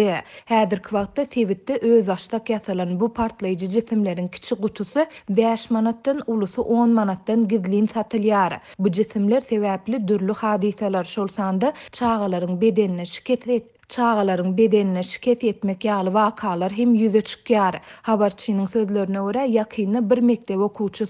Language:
Turkmen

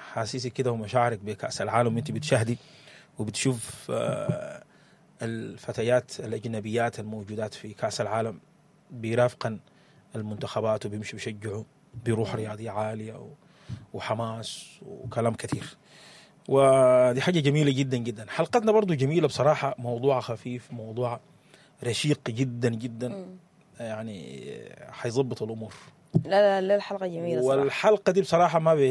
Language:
Sudanese Arabic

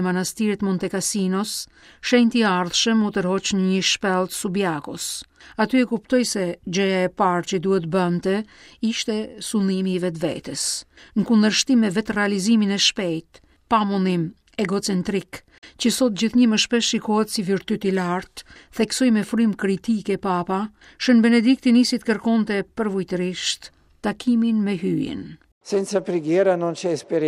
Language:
Albanian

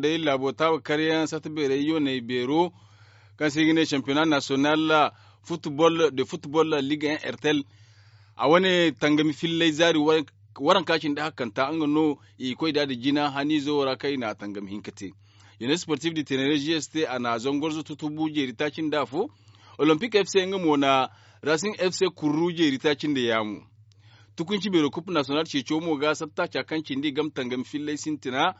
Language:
Zarma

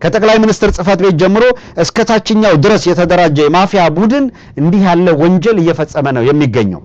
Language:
Amharic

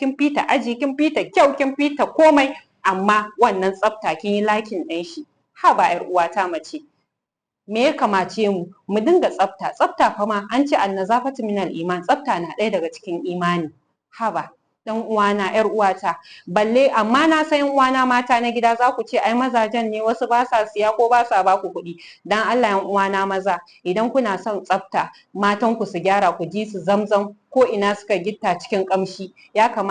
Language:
Hausa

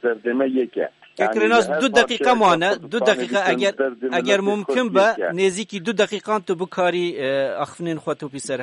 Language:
Kurdish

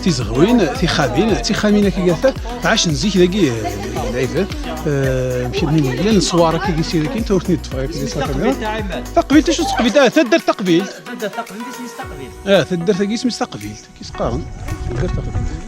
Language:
Kabyle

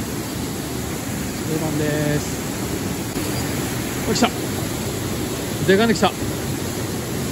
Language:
Japanese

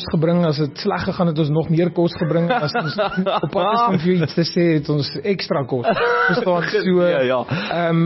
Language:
Afrikaans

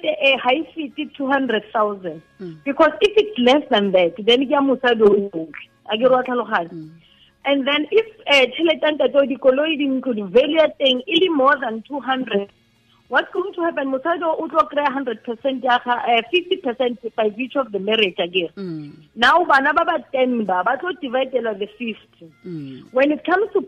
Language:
Tswana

